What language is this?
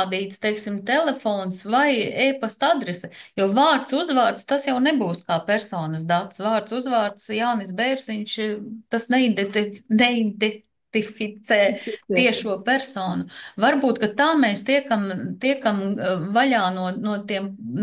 Latvian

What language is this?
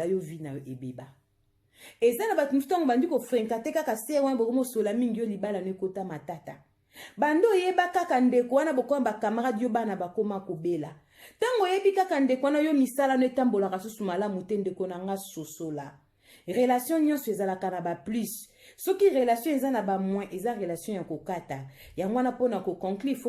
Lingala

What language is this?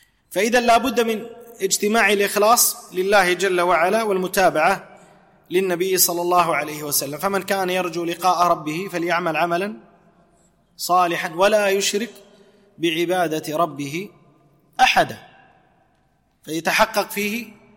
Arabic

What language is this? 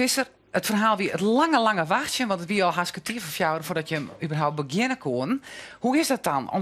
Western Frisian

